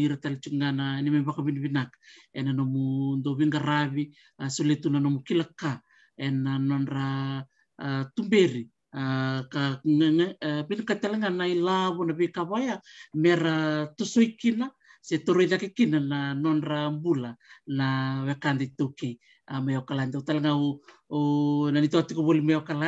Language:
Fijian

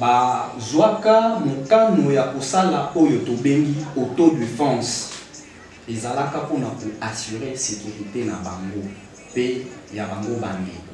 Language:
Lingala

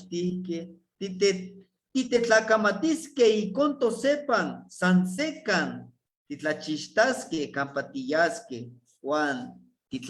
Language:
Eastern Huasteca Nahuatl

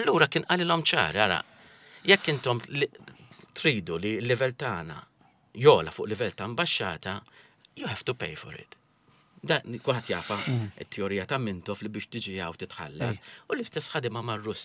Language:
Maltese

